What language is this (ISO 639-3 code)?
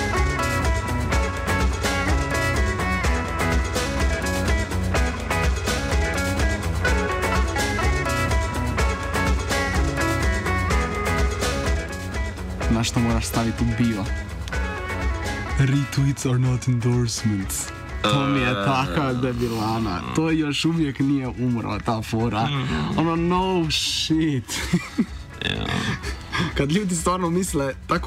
hrv